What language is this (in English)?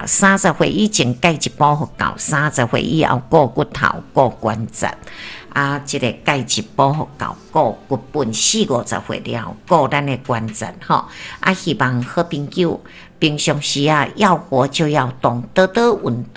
Min Nan Chinese